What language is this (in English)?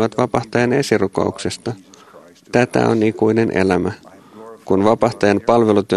Finnish